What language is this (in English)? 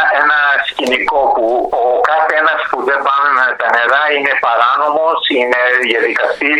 Greek